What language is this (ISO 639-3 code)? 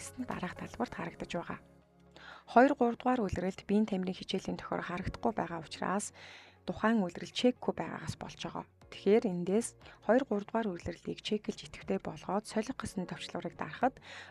mon